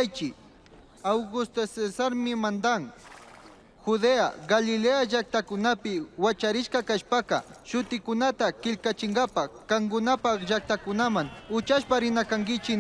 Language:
Chimborazo Highland Quichua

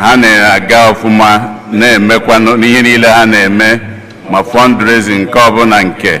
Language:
Igbo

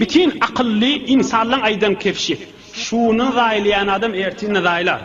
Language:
Turkmen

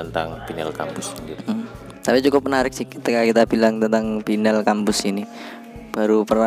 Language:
Indonesian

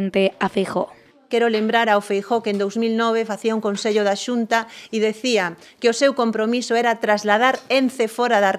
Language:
Galician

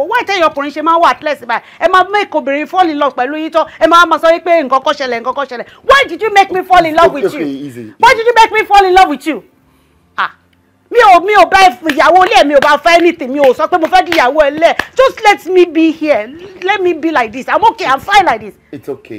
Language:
Yoruba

